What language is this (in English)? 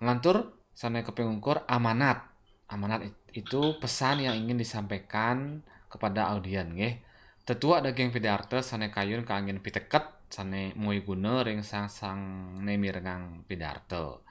Balinese